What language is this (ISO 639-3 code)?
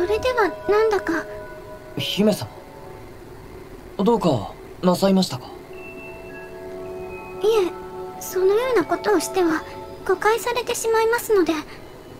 jpn